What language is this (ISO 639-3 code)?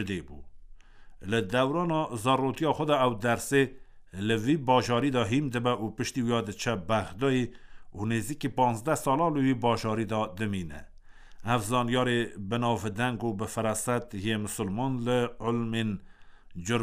kur